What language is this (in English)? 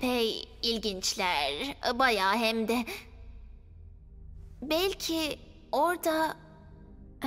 Turkish